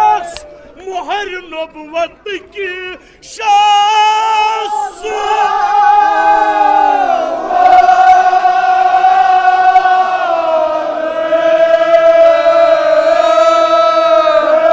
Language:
Kashmiri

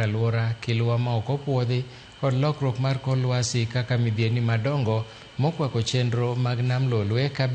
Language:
Luo (Kenya and Tanzania)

